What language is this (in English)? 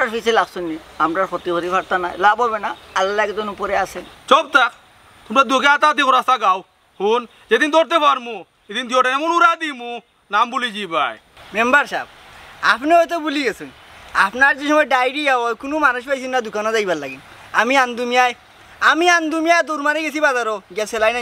Sylheti